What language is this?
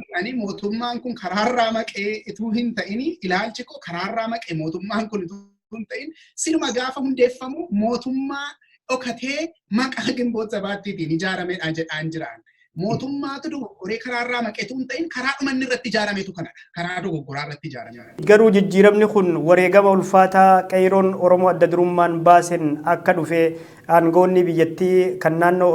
Oromo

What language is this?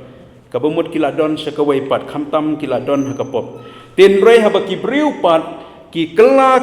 Khasi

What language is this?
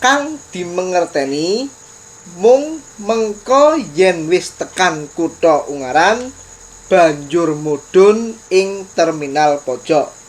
Javanese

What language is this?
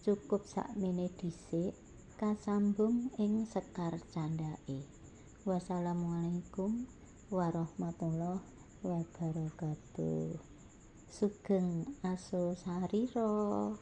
Javanese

